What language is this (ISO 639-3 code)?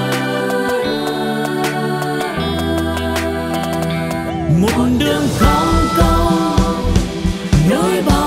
vie